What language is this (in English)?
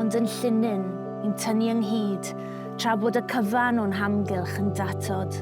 Welsh